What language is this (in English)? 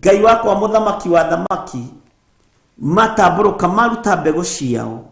Kikuyu